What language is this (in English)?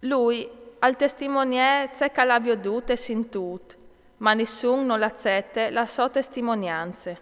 Friulian